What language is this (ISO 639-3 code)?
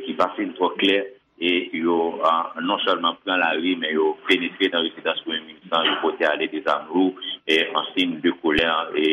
hat